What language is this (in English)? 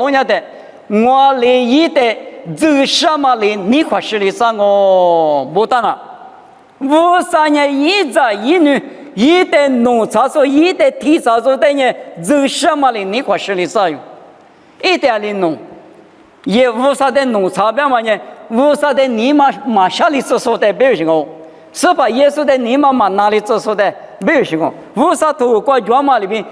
Lisu